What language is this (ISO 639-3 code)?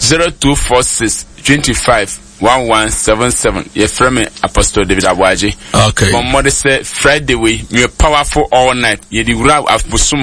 aka